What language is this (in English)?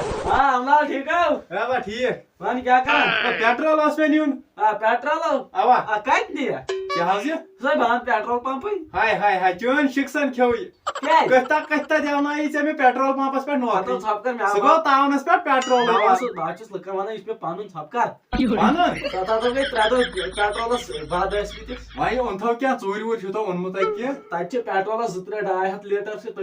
Kashmiri